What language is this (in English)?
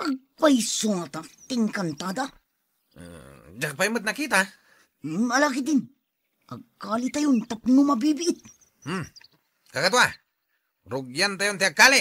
Iloko